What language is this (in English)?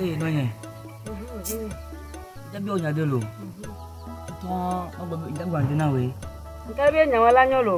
Ewe